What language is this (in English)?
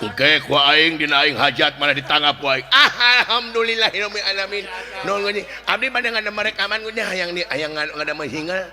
Sundanese